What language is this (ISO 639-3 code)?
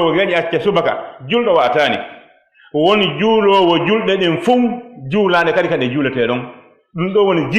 ful